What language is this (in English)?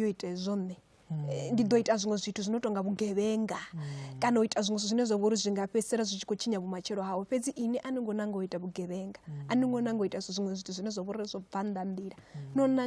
Venda